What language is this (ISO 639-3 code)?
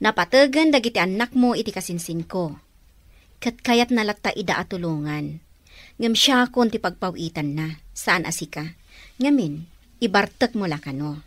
ilo